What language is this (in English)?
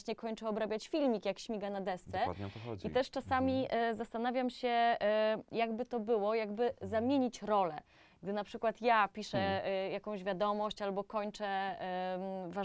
Polish